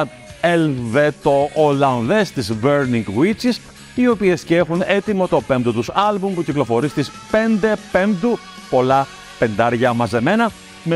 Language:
Greek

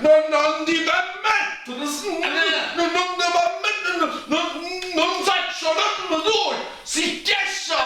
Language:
Neapolitan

